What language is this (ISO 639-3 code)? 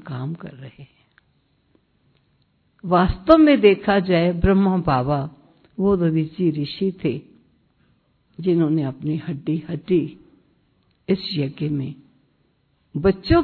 hin